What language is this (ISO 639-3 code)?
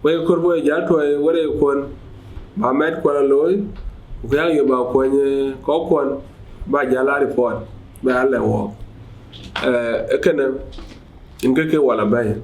din